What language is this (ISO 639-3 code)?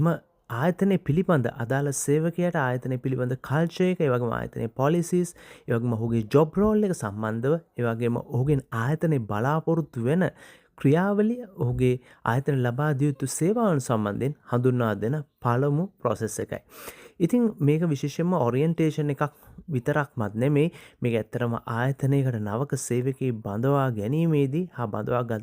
sin